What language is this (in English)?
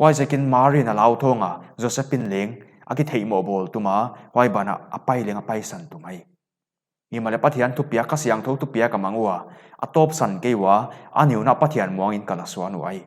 Paite Chin